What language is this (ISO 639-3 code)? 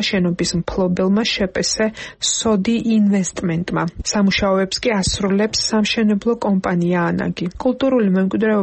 kat